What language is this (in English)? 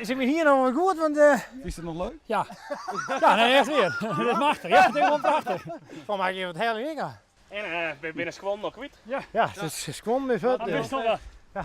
Western Frisian